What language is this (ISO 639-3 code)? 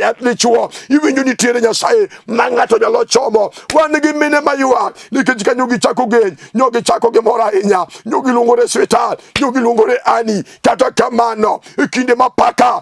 luo